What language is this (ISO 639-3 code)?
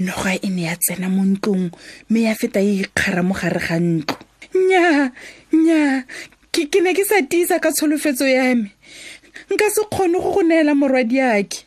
tsn